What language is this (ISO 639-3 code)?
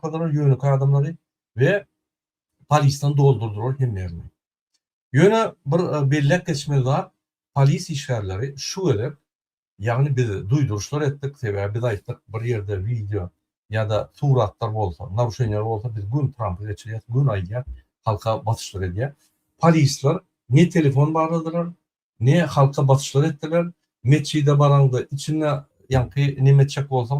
tuk